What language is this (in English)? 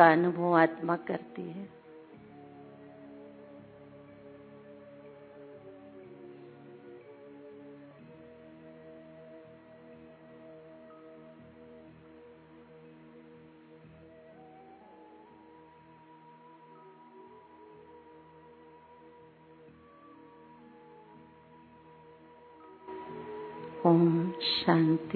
Hindi